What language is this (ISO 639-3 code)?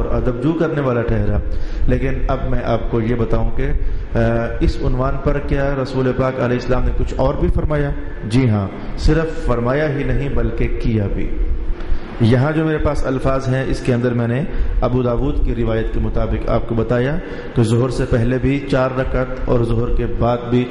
urd